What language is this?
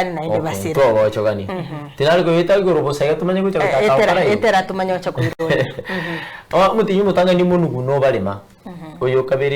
Gusii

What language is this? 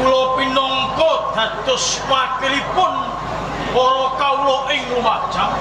Javanese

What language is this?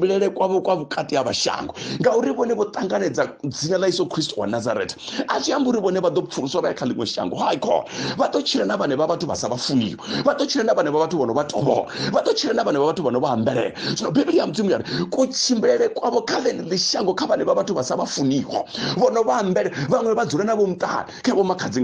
Venda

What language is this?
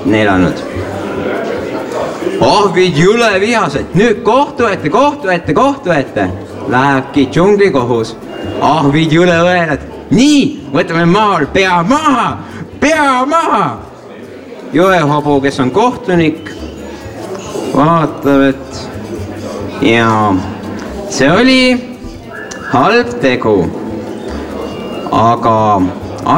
Estonian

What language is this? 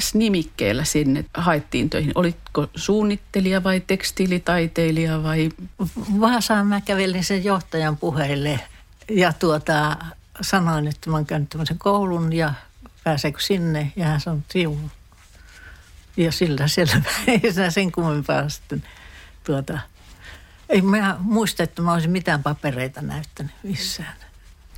Finnish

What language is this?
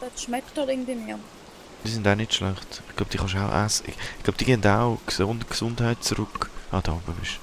Swiss German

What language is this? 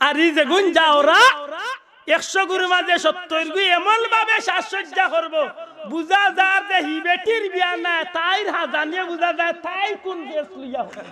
Sylheti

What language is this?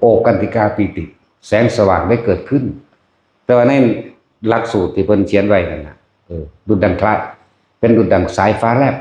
Northeastern Thai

